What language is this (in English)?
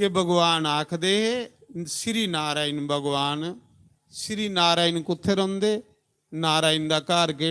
Dogri